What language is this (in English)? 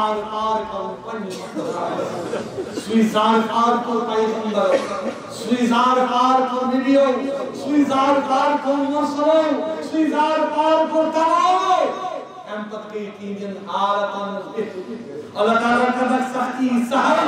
Kashmiri